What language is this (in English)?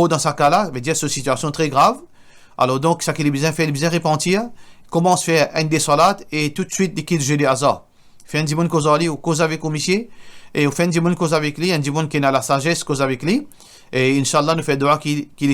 Morisyen